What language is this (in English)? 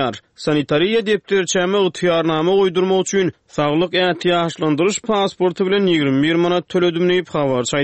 Turkmen